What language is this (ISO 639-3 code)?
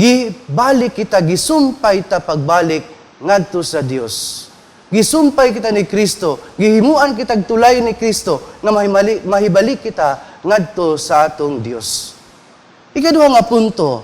ceb